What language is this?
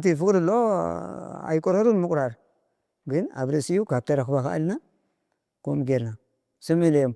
Tigrinya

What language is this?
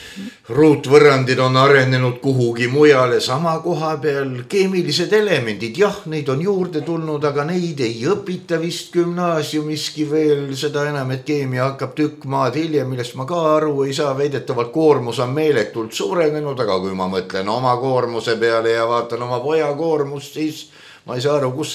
Estonian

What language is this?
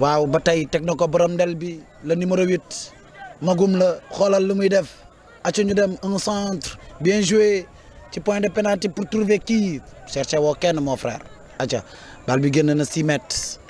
Wolof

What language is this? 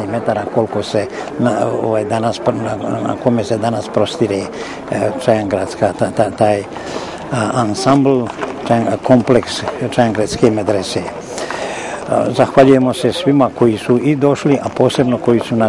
Bosnian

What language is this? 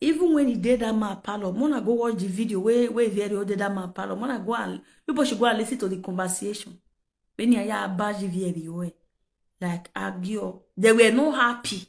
Nigerian Pidgin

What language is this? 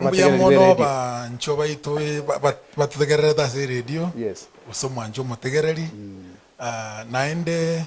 Gusii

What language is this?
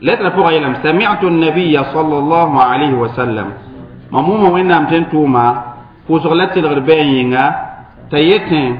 Mossi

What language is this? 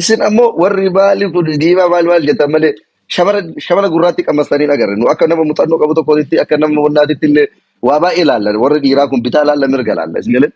Oromo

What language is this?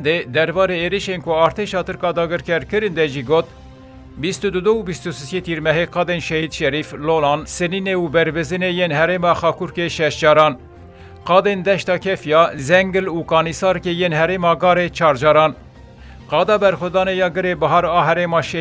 Kurdish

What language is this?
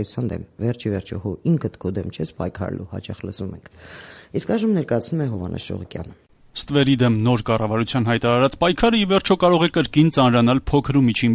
Armenian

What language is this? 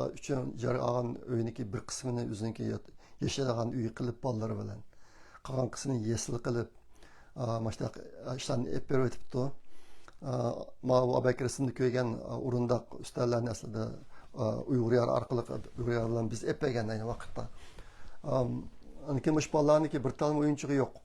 Uyghur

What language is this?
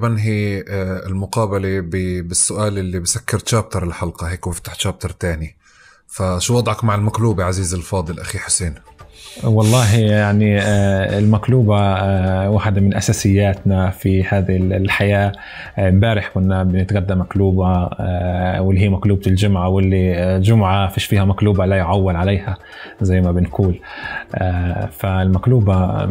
North Levantine Arabic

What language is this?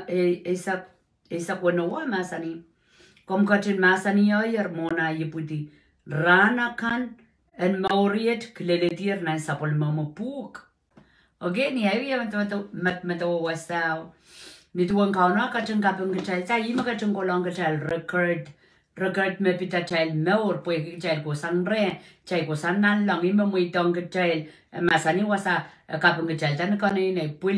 Pohnpeian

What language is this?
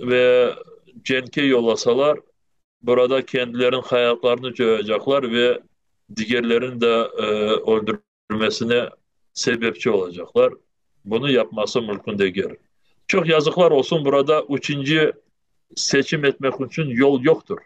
Crimean Tatar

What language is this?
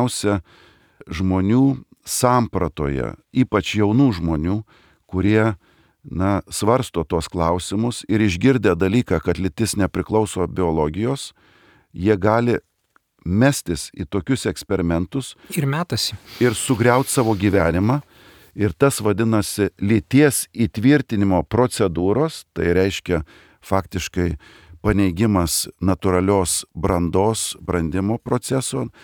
Lithuanian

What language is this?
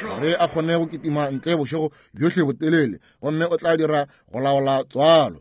Northern Sotho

